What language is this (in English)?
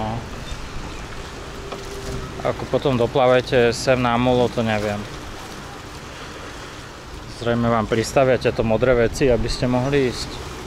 Slovak